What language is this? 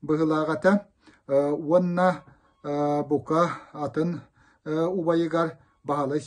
Yakut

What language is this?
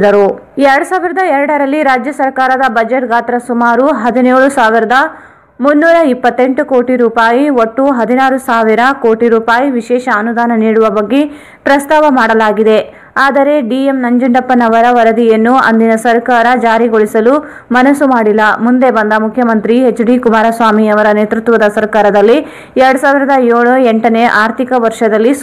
Kannada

